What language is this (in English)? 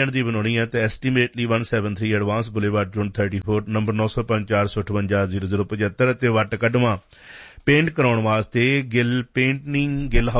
Punjabi